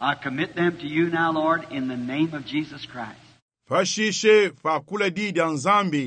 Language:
Luba-Lulua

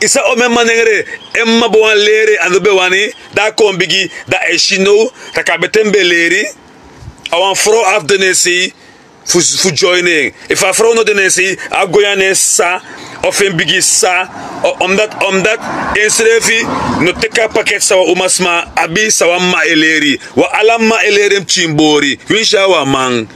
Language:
Sranan Tongo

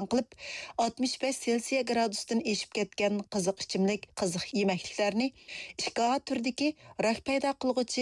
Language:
Uyghur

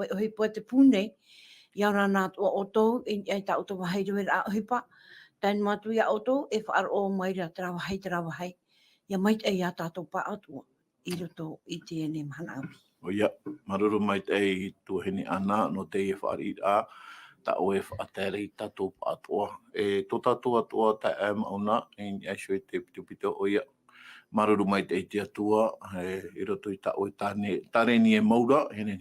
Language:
Tahitian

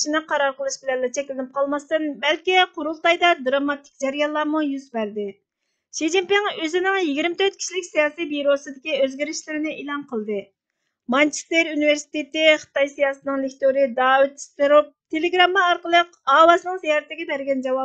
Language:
Uyghur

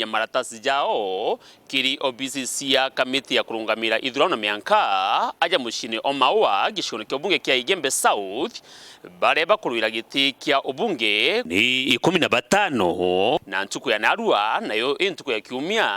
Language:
Meru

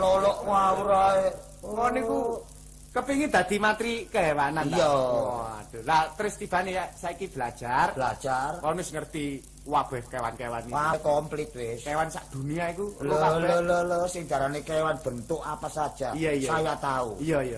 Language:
Javanese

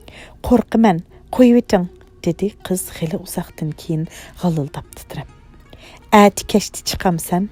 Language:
Uyghur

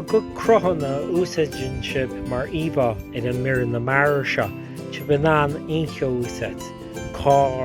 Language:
Irish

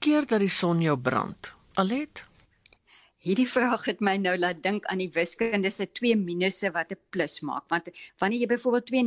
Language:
Afrikaans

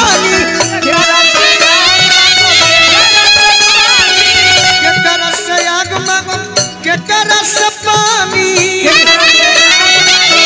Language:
Bhojpuri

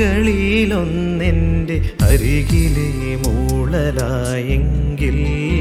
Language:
Malayalam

